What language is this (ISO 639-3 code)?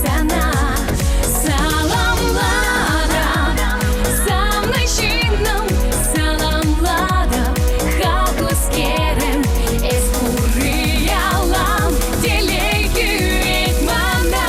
chv